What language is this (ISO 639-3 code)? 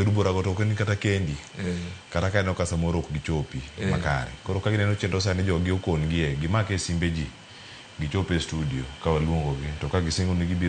luo